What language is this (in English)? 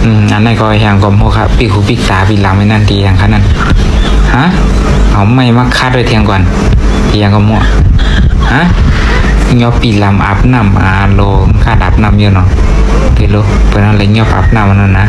Shan